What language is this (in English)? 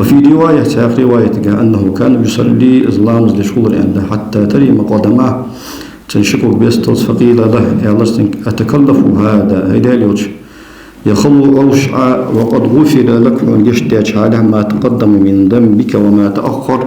Ingush